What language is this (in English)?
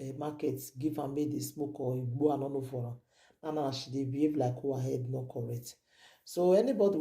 Nigerian Pidgin